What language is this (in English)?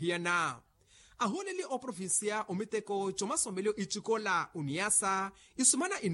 Makhuwa